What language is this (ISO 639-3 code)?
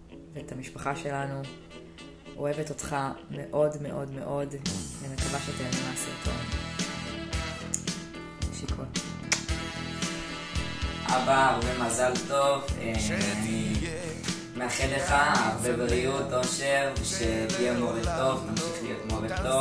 heb